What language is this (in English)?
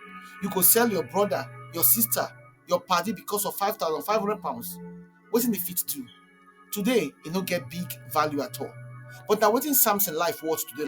Nigerian Pidgin